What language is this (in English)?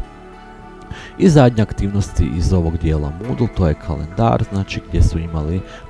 Croatian